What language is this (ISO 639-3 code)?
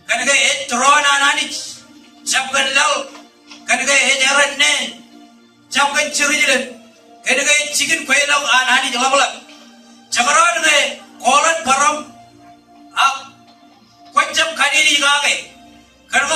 mah